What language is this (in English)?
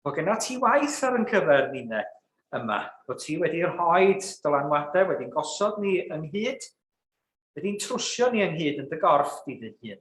Welsh